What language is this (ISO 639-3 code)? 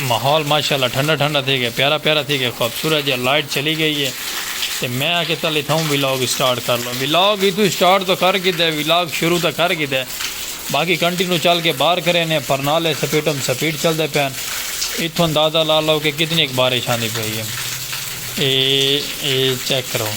skr